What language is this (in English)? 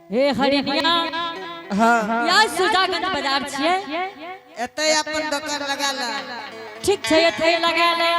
Angika